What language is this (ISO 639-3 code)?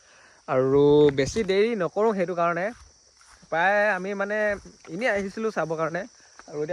asm